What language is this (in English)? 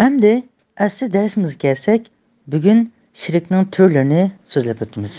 Uyghur